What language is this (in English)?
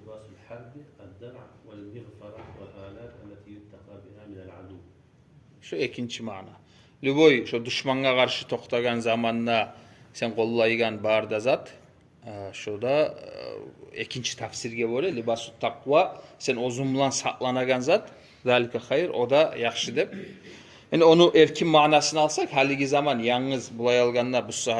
Kumyk